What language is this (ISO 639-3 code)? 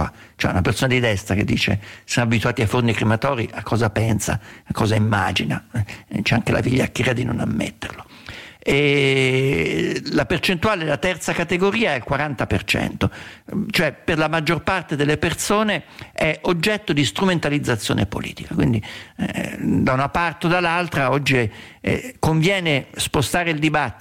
ita